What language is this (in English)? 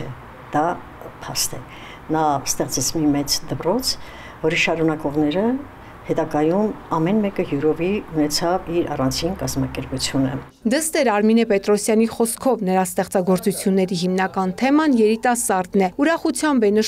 Armenian